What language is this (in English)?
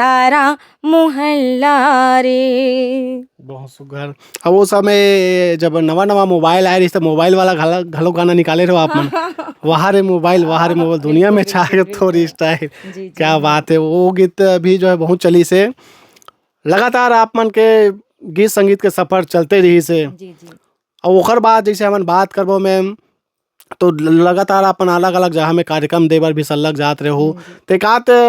Chhattisgarhi